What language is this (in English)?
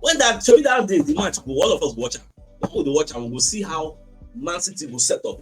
Nigerian Pidgin